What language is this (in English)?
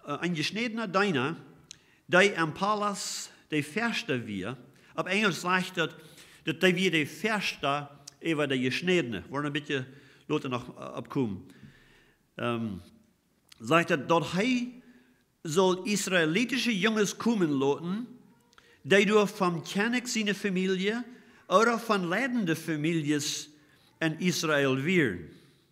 Plautdietsch